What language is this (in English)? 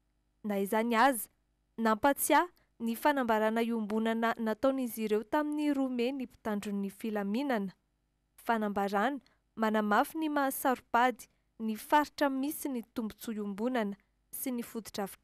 Malagasy